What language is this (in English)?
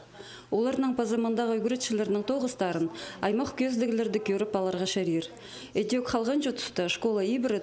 Khakas